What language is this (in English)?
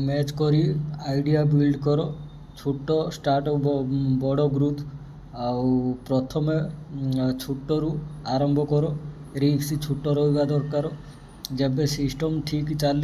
Odia